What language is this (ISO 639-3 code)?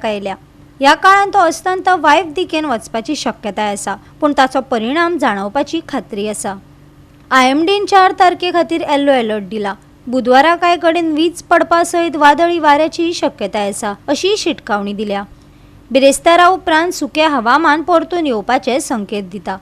kok